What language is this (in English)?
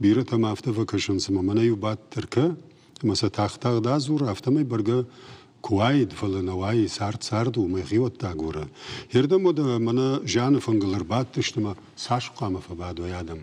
Ossetic